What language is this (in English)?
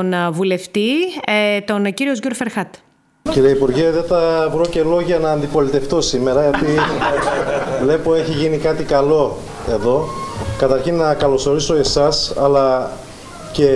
Greek